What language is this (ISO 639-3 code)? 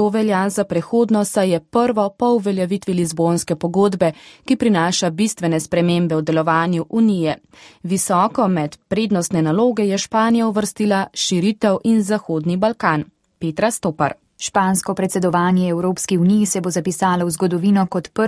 slv